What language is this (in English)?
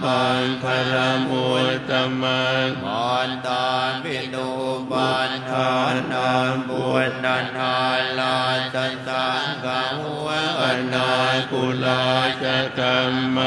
Pali